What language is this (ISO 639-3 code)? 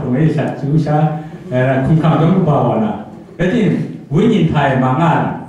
kac